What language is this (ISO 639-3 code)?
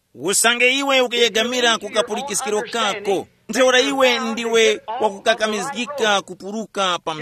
tum